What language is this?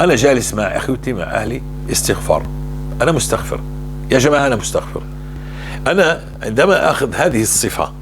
North Levantine Arabic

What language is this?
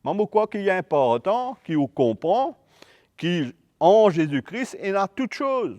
Morisyen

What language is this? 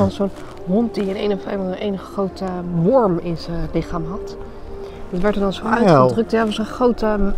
Dutch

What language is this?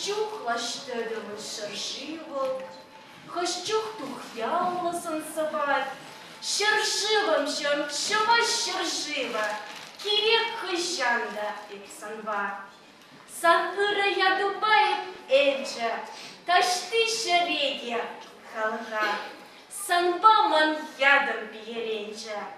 Chuvash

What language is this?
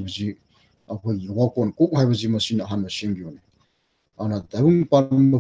Manipuri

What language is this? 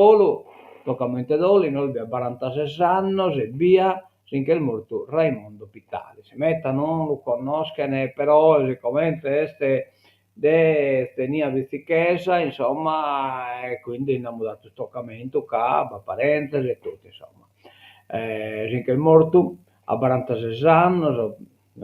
Sardinian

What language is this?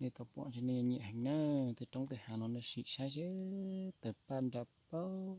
Hmong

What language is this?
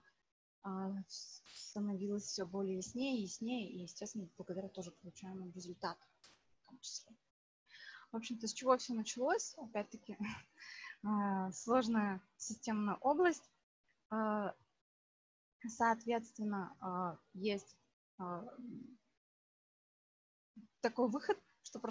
Russian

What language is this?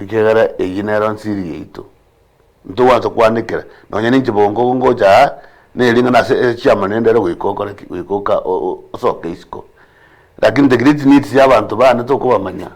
Gusii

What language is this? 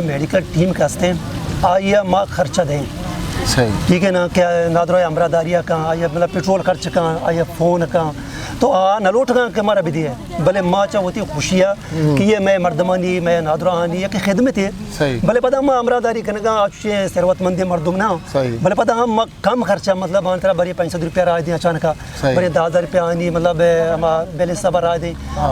Eastern Balochi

